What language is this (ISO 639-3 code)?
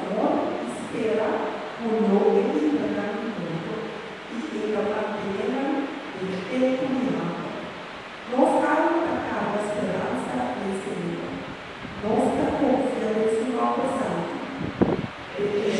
pap